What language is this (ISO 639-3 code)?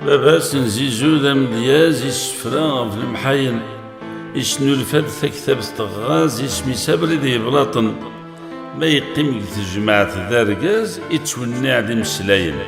kab